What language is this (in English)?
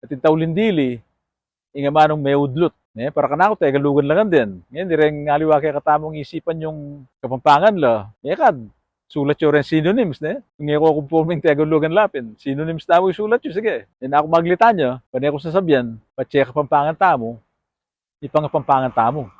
Pampanga